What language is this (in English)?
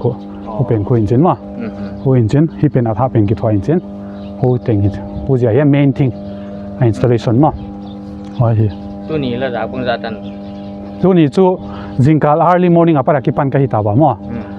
Paite Chin